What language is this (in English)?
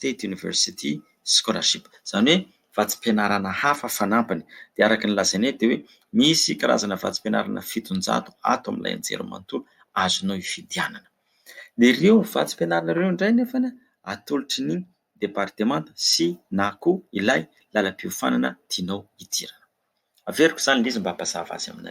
Malagasy